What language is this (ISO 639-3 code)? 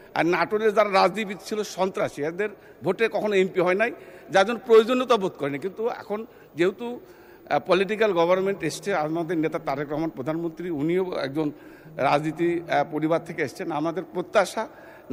ben